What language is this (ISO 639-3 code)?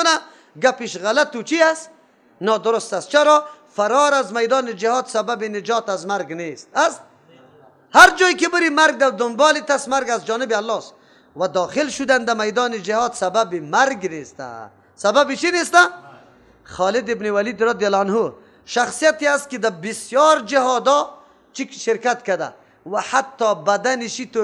fas